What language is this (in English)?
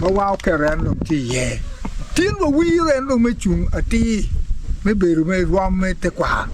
Acoli